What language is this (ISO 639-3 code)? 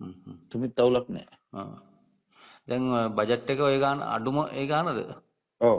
sin